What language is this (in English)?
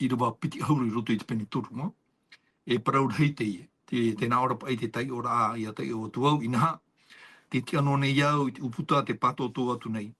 Tahitian